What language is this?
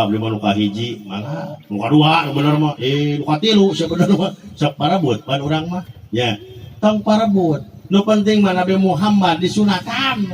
Sundanese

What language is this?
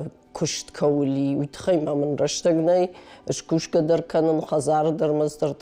Ossetic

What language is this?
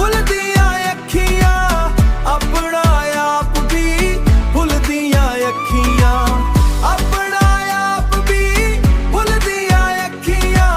Dogri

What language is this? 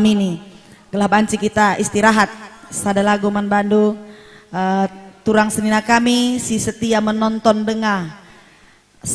Batak Karo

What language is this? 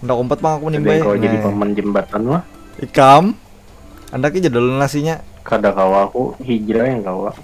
Banjar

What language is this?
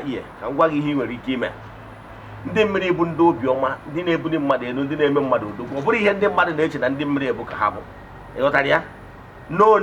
Igbo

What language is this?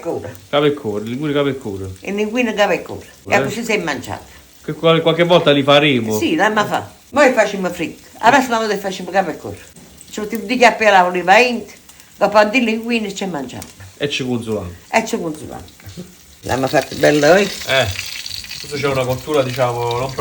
Neapolitan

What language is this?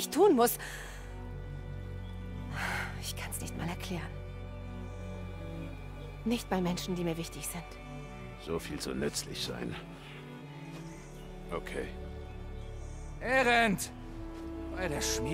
German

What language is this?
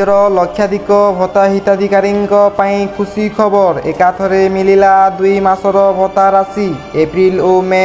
Odia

